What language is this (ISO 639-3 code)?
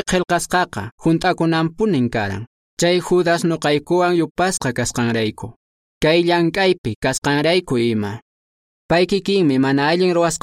que